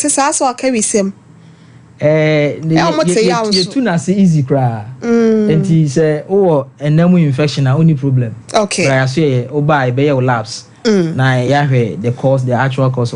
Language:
Akan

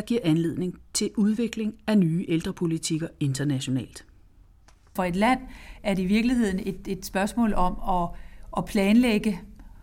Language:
Danish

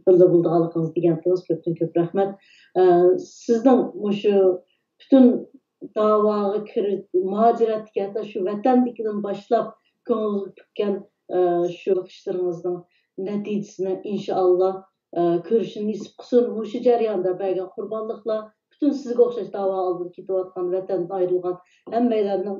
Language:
Uyghur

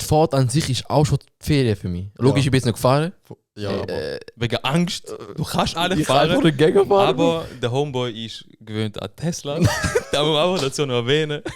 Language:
Swiss German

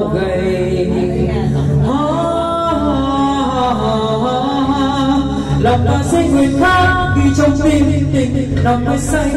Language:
Vietnamese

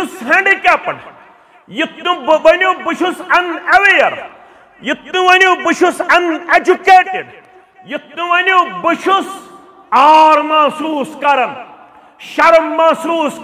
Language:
Kashmiri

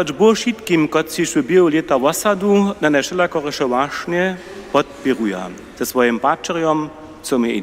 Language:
Upper Sorbian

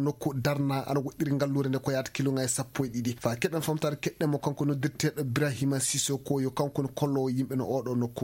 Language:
Fula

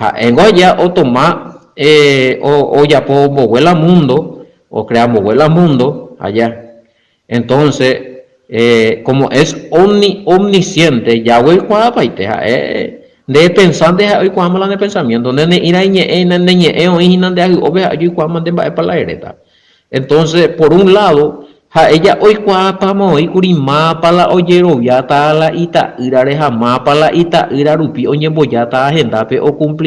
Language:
Guarani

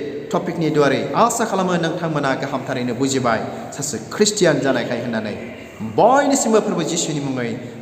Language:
Bodo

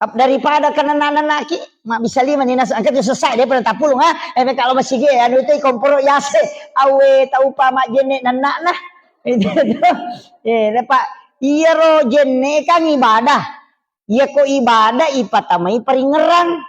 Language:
Buginese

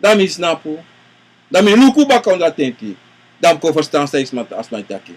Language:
Sranan Tongo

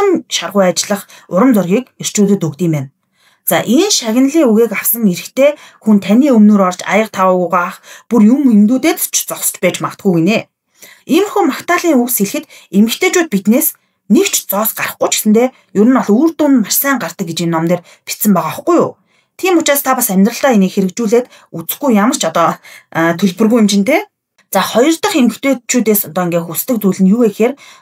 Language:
Mongolian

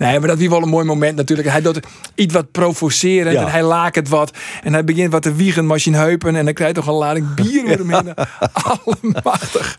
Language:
Western Frisian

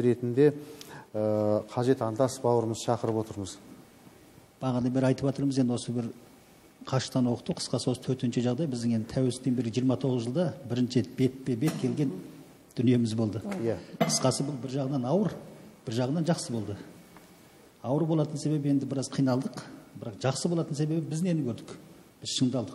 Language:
Kazakh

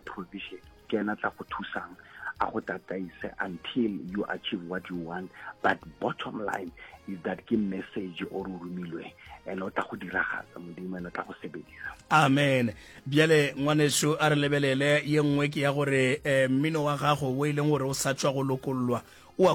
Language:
Northern Sotho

